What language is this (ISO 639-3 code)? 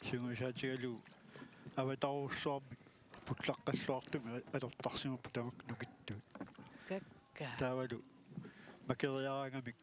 kal